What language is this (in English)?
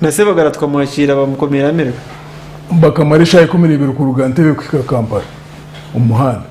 Nyankole